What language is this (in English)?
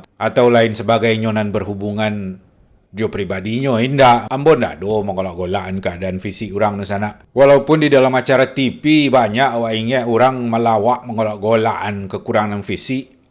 Minangkabau